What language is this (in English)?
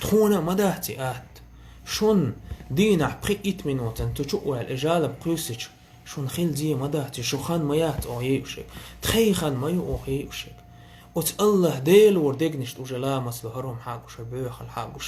Chechen